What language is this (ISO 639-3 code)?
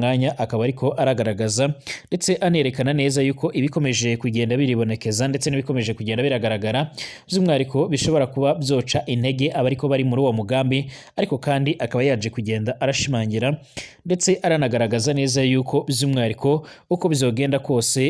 run